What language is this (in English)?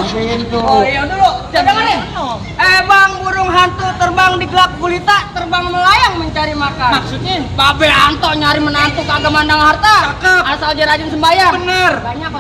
Betawi